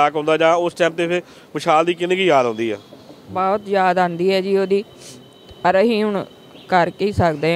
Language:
Punjabi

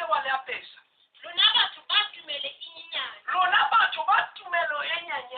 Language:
Southern Sotho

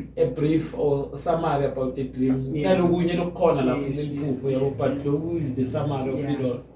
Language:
Zulu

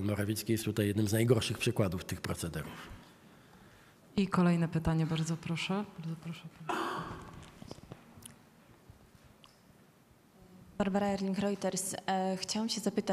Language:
Polish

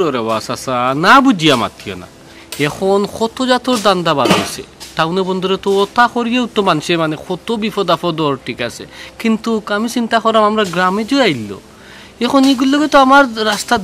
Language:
Sylheti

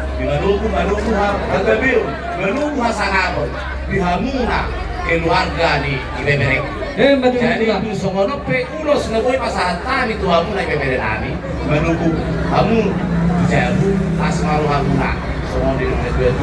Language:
Batak Toba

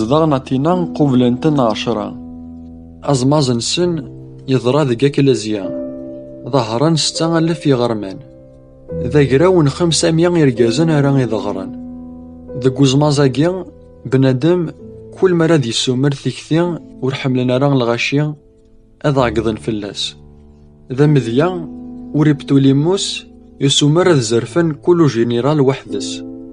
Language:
Kabyle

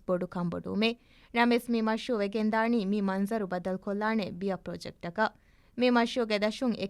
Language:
Divehi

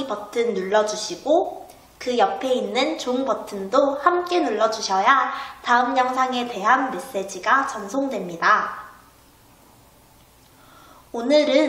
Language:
Korean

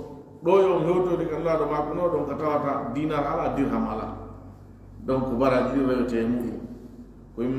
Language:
Fula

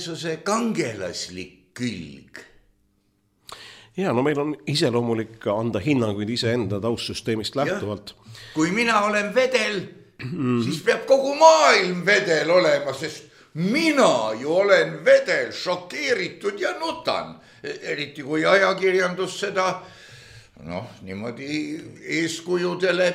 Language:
Estonian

